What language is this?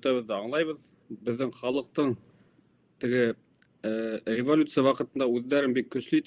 Bashkir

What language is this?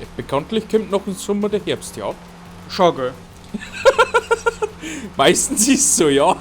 Bavarian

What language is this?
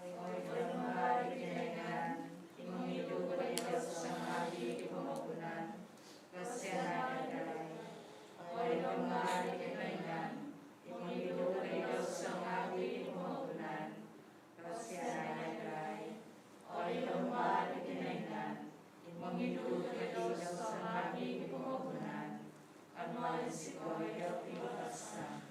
Central Dusun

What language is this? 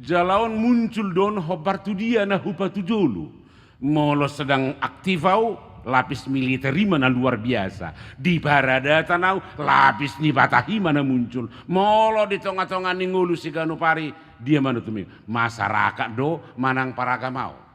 Batak Toba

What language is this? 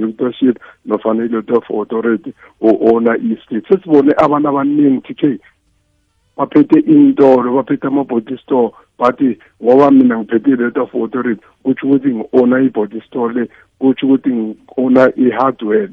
South Ndebele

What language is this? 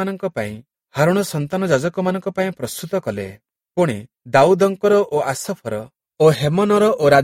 Odia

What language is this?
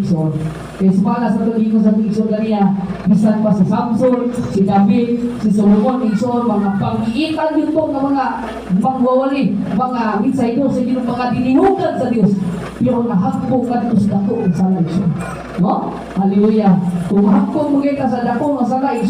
Cebuano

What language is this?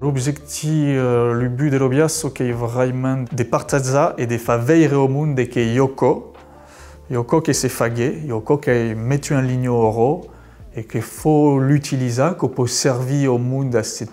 Occitan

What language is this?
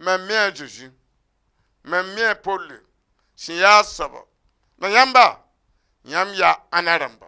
Mossi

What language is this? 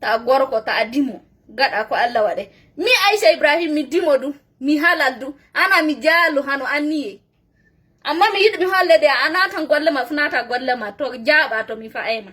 Fula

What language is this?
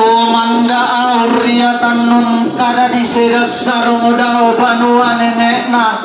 Toraja-Sa'dan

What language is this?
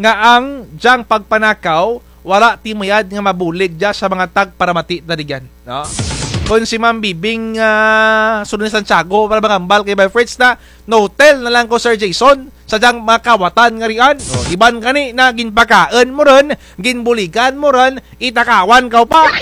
Kinaray-a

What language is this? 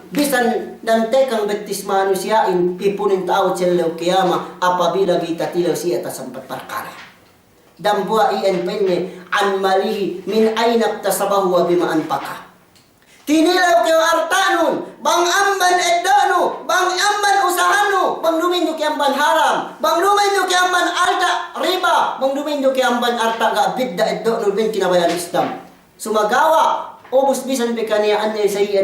Yakan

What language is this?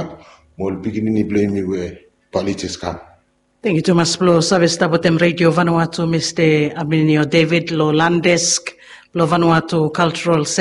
Bislama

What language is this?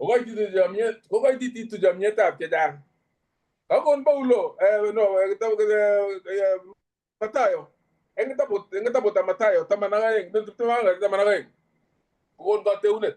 Kalenjin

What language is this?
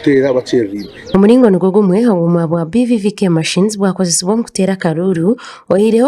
Nyankole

